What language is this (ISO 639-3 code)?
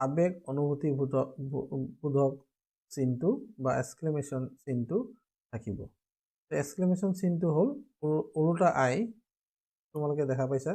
asm